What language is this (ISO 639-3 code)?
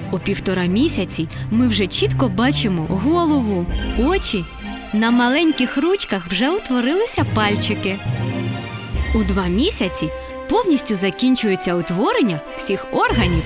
ukr